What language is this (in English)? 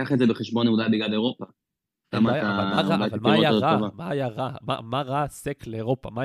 Hebrew